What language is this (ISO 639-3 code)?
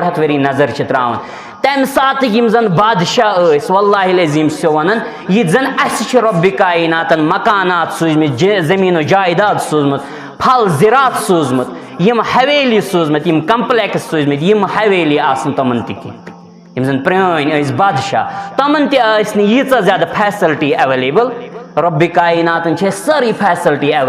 kas